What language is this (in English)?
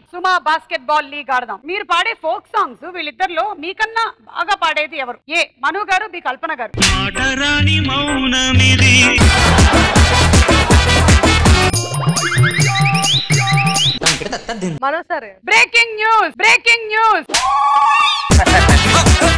Telugu